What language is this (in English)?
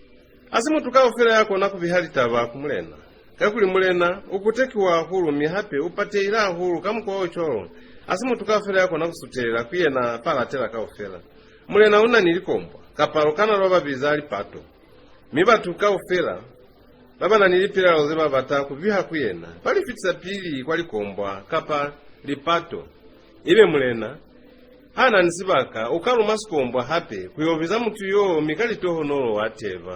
Lozi